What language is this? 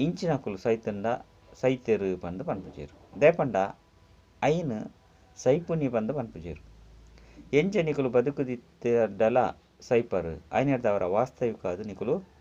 Tulu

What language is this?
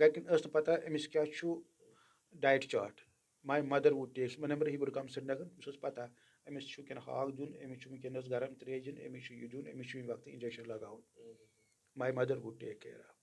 Kashmiri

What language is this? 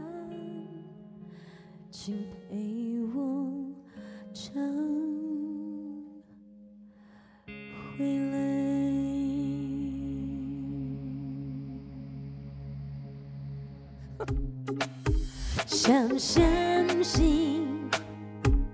Chinese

